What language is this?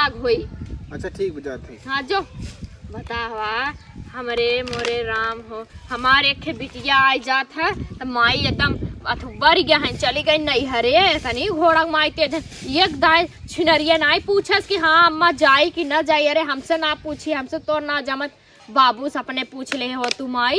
Awadhi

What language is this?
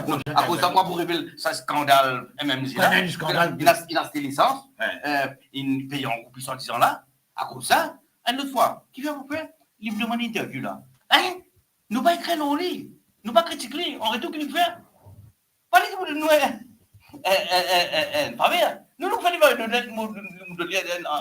Morisyen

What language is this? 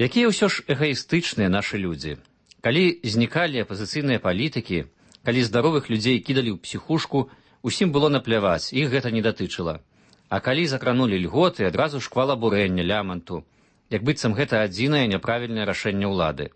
Belarusian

